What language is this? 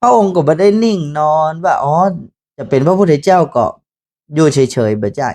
Northern Thai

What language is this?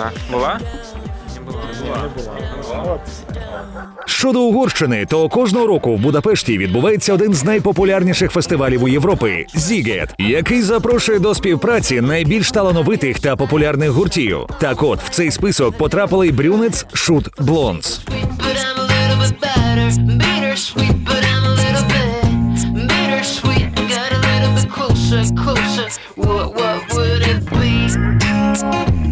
Ukrainian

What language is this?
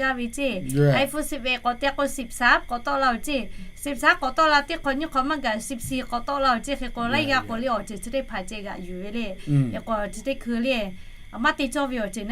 Lahu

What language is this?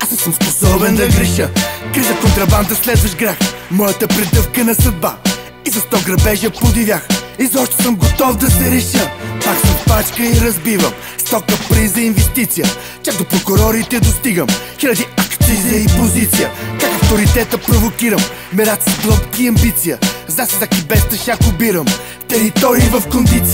Bulgarian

